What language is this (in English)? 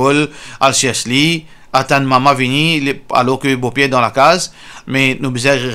Morisyen